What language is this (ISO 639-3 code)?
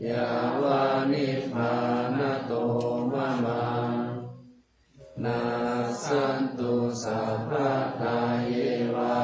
pli